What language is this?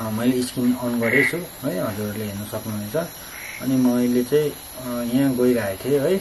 Nepali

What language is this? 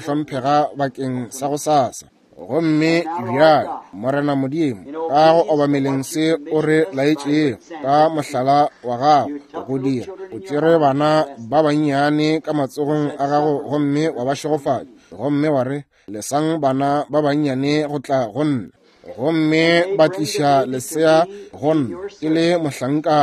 Northern Sotho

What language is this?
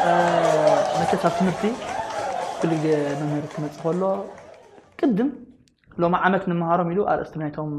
Tigrinya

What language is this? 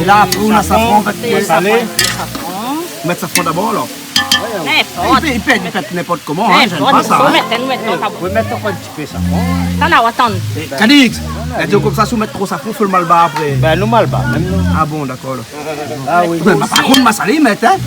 Réunion Creole French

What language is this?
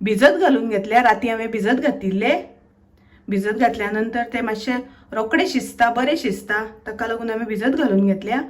Konkani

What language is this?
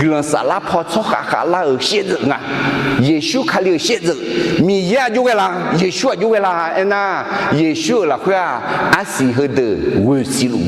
Akha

